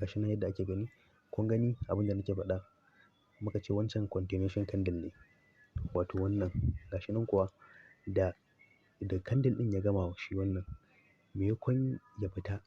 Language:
Hausa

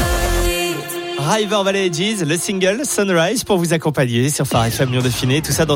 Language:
French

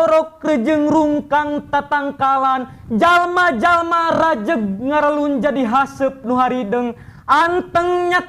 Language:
Sundanese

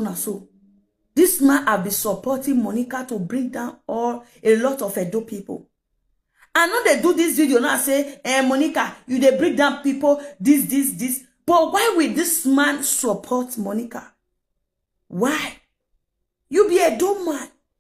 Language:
Nigerian Pidgin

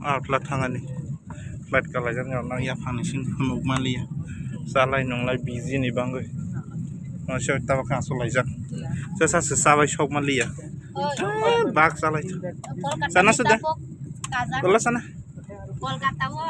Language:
Kok Borok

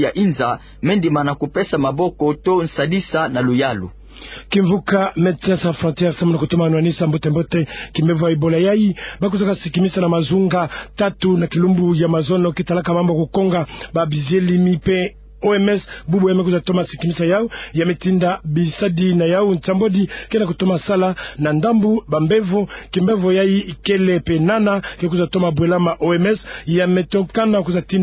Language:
Kituba (Democratic Republic of Congo)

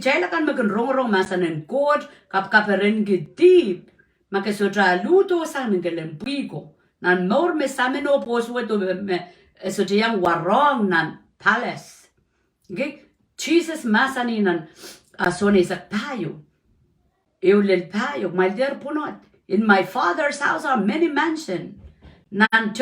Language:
Pohnpeian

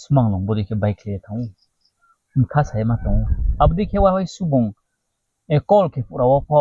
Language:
Riang (India)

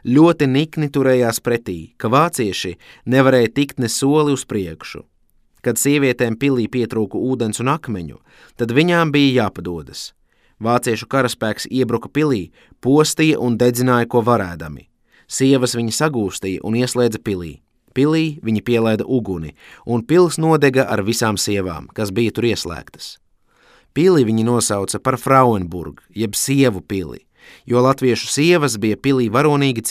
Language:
Latvian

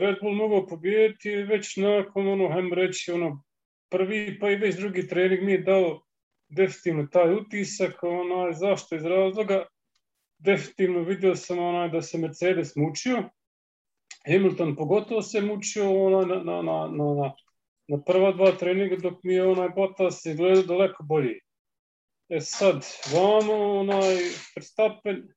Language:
Serbian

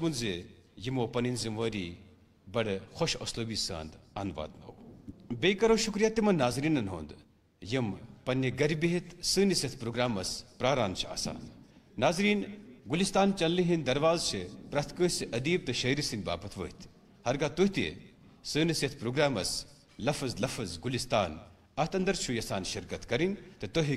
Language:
Kashmiri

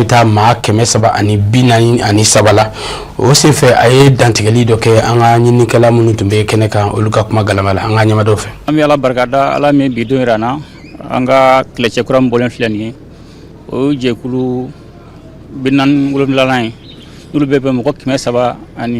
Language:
Bambara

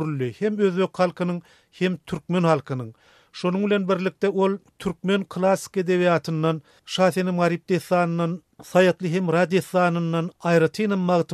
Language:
Turkmen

